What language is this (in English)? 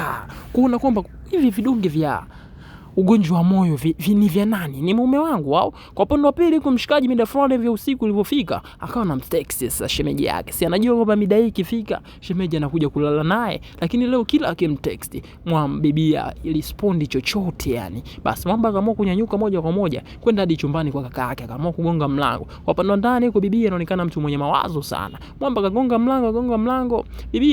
Swahili